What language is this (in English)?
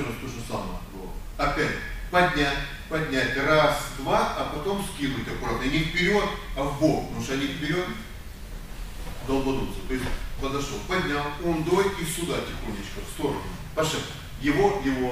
Russian